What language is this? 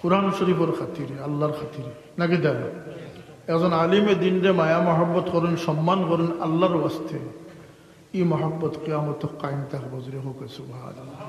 Sylheti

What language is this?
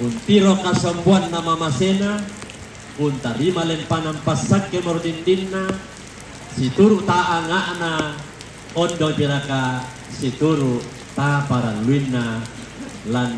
Toraja-Sa'dan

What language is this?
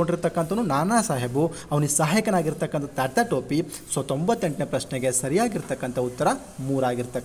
Kannada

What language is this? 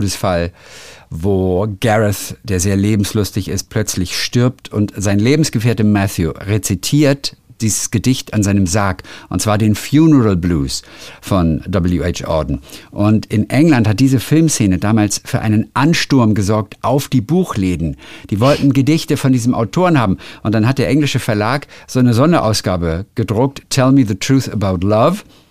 German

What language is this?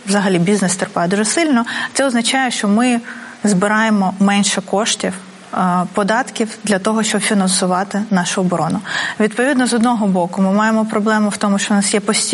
Ukrainian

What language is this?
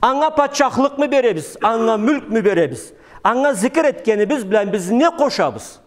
Karachay-Balkar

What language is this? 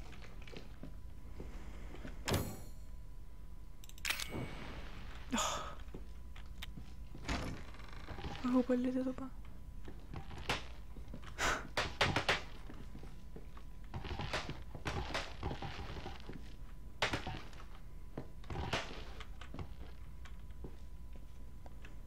Estonian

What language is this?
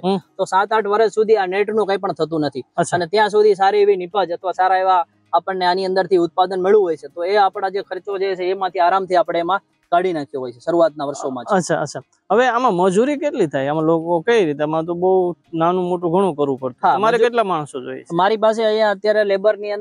Gujarati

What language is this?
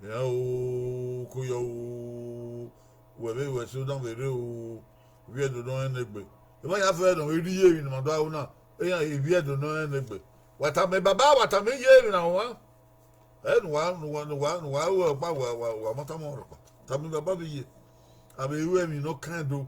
Bini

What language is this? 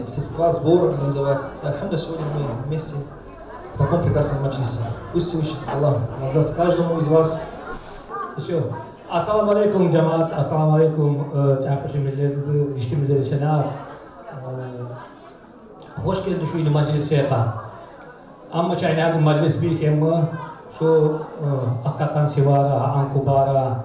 Tsakhur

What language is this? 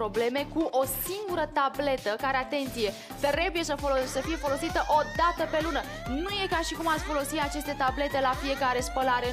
Romanian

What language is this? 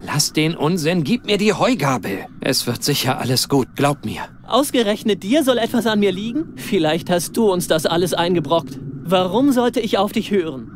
Bavarian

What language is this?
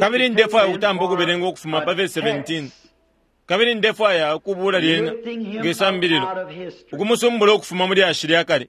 Bemba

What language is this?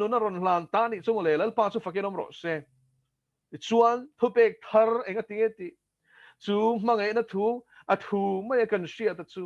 Mizo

